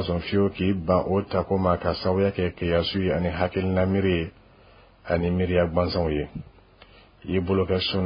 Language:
Dyula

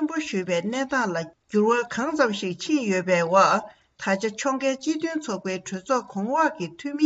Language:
Tibetan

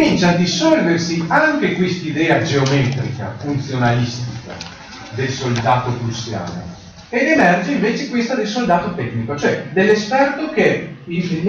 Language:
Italian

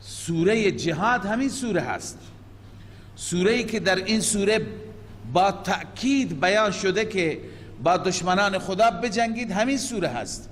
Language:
Persian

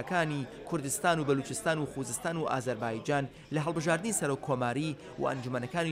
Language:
Central Kurdish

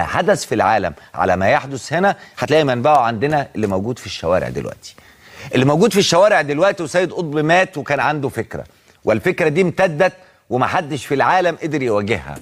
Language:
Egyptian Arabic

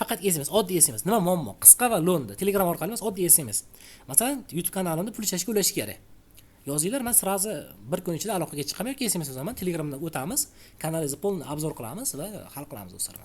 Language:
Uzbek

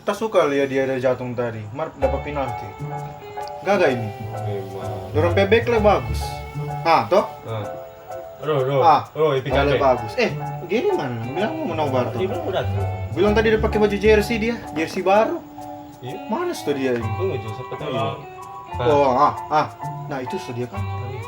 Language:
Manado Malay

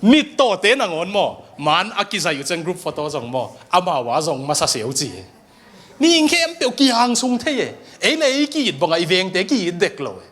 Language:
Tedim Chin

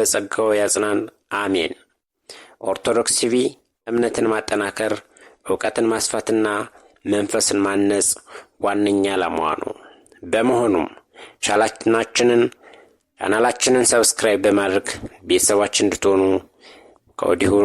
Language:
Amharic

